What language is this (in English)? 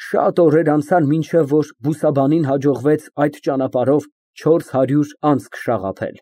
Armenian